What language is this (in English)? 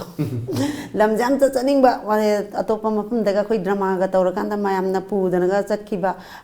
Manipuri